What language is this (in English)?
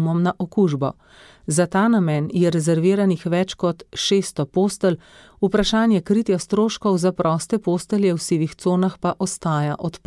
Slovenian